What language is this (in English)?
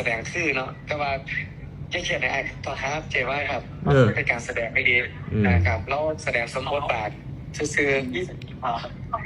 Northeastern Thai